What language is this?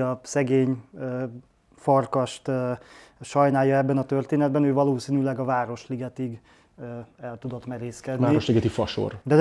Hungarian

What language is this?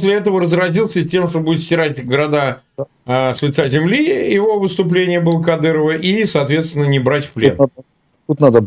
Russian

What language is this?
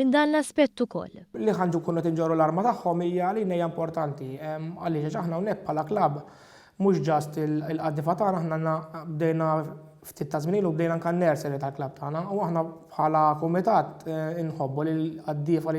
Maltese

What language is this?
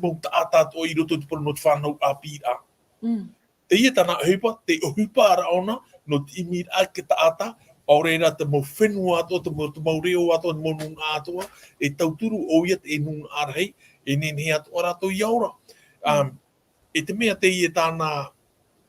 Tahitian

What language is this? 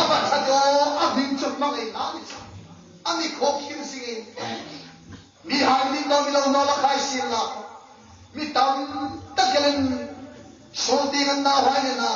Hmar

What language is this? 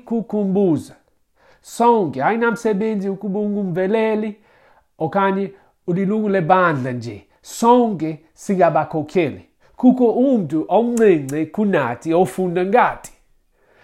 Xhosa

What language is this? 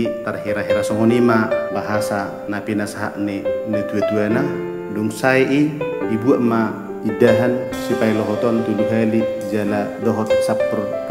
Batak Toba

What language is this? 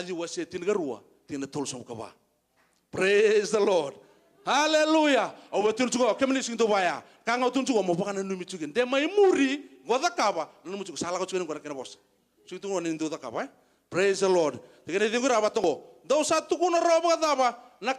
Fijian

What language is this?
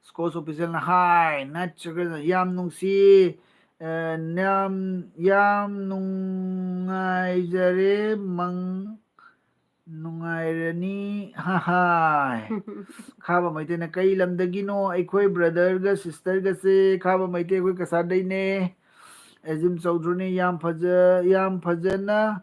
Manipuri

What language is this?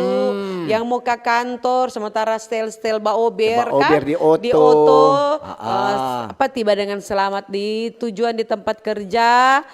Manado Malay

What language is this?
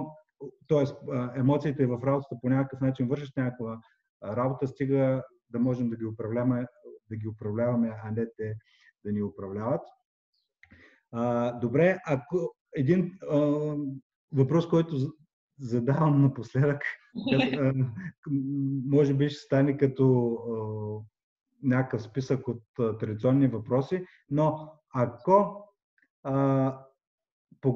Bulgarian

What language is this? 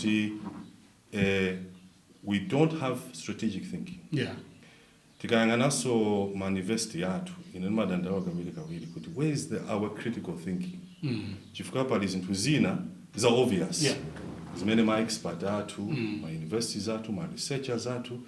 Nyanja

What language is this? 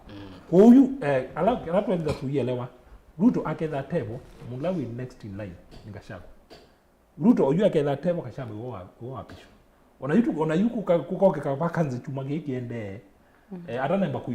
Kamba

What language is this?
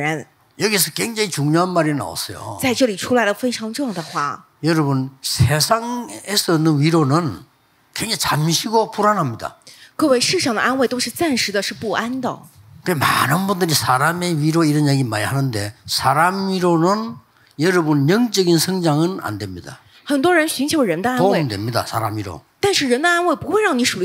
Korean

